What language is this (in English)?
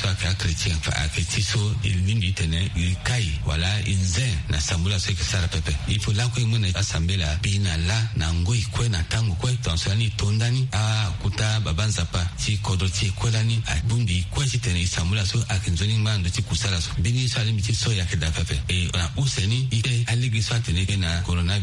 Sango